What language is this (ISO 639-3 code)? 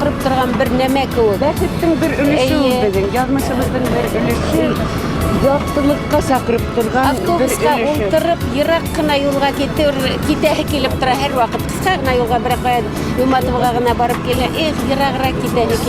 bak